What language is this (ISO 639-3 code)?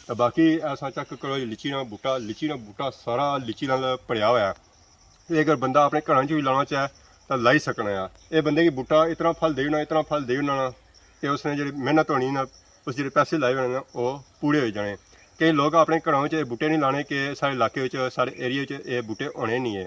phr